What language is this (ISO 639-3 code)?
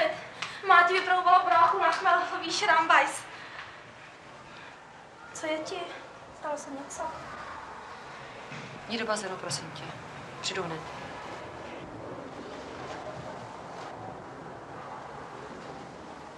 ces